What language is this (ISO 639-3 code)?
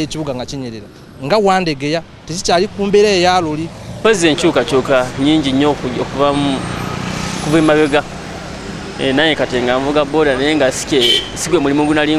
lug